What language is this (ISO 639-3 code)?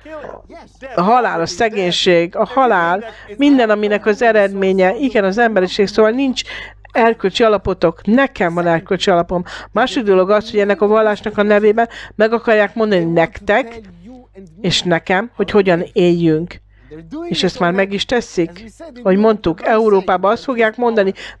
hun